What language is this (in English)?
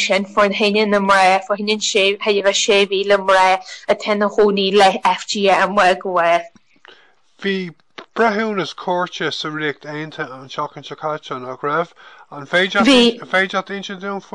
Irish